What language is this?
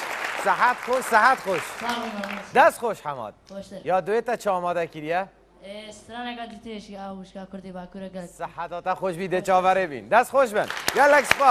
Kurdish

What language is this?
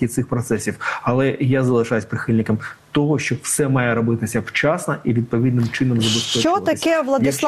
Ukrainian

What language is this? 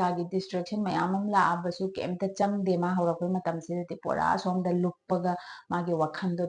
Manipuri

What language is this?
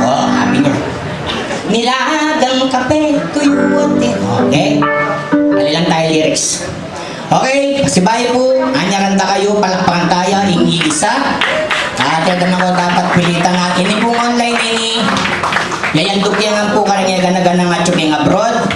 Pampanga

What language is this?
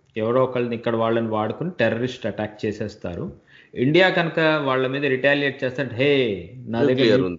Telugu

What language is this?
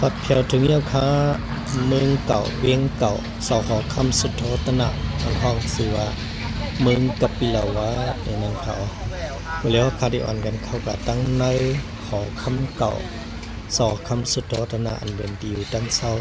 Shan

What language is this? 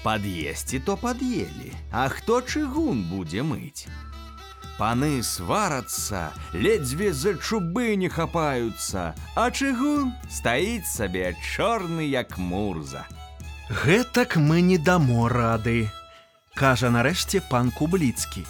Belarusian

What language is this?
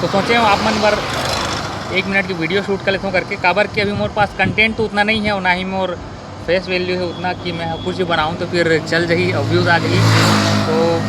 Chhattisgarhi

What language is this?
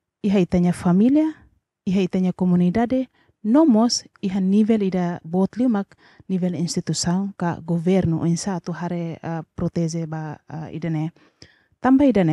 Tetum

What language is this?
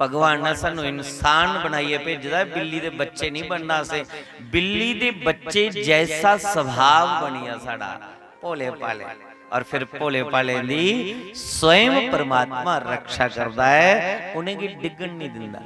Dogri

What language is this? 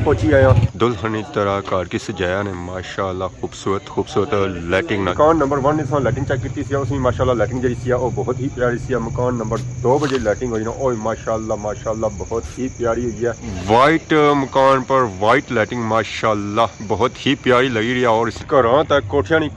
Pahari-Potwari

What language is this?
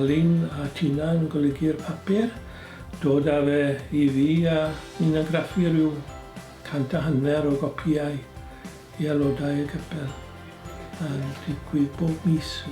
Welsh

